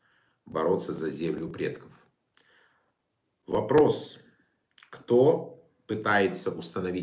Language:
Russian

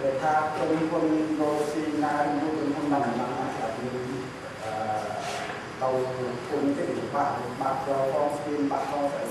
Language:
Khmer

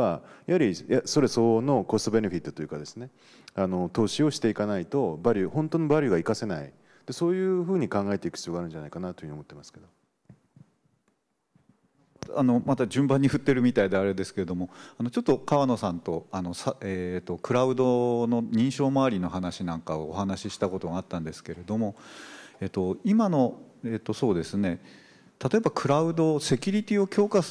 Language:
Japanese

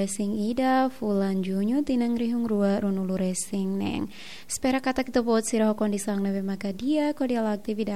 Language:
Tetum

